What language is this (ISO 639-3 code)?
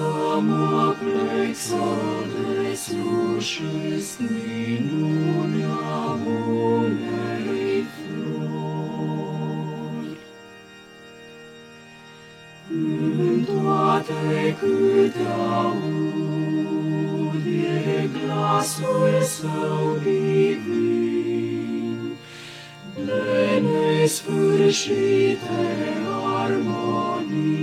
ron